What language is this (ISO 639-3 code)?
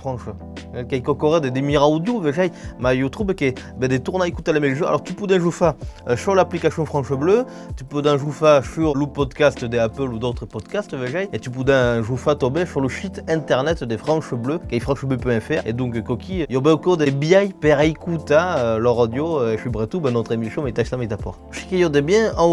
oci